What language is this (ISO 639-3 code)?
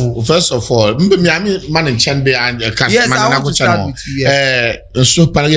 dag